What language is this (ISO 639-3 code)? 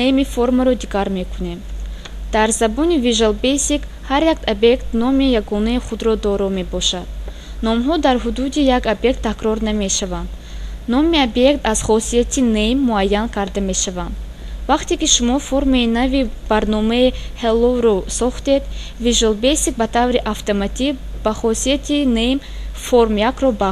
tgk